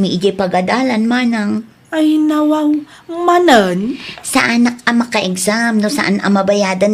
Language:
Iloko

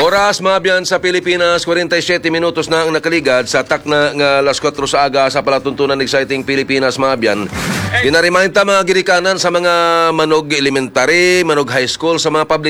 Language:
Hiligaynon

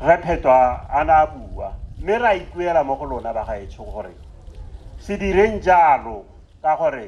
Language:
Tswana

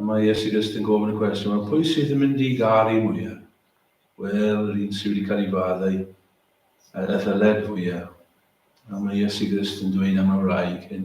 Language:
Welsh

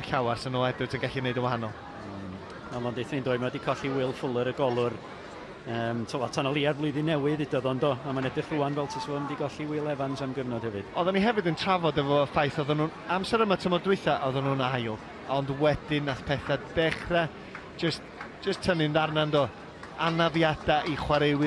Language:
Welsh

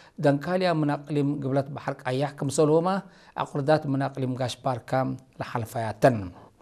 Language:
Tigre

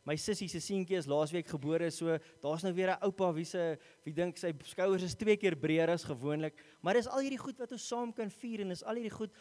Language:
Afrikaans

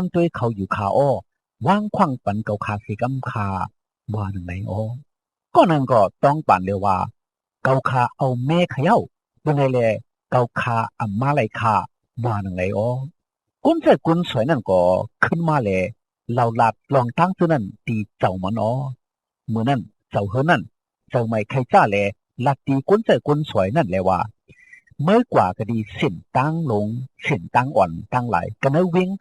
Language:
Shan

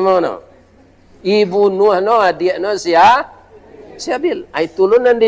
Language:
Minangkabau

